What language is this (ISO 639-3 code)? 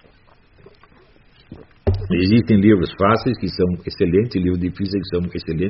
por